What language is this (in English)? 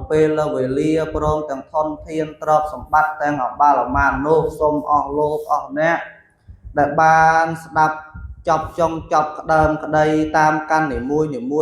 Khmer